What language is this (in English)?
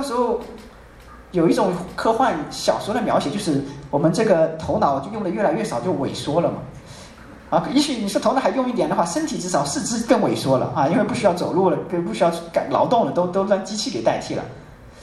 Chinese